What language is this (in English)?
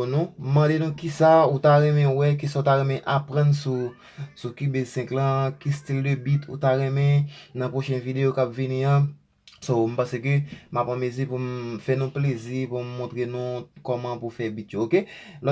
Haitian Creole